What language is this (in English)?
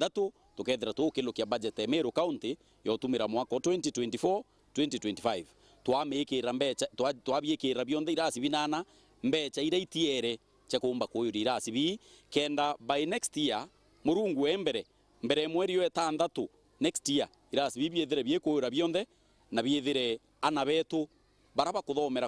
Meru